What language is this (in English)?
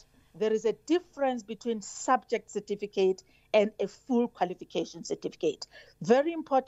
English